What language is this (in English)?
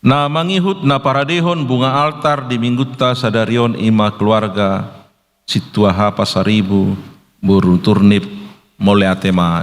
Batak Toba